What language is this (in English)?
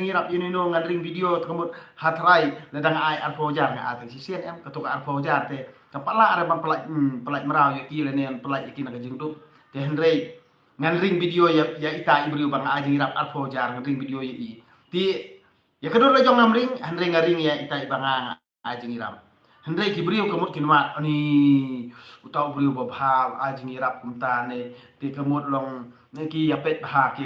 Khasi